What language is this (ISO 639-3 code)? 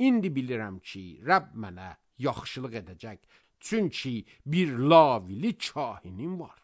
aze